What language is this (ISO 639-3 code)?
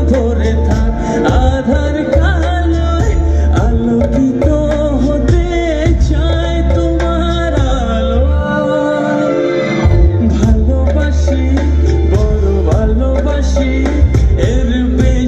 ben